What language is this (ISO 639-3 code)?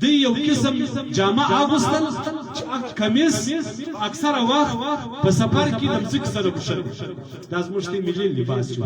pus